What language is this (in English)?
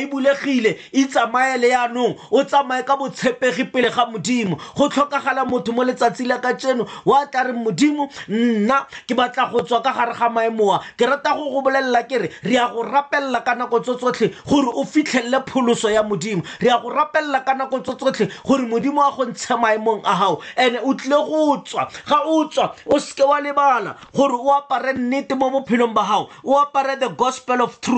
Tswana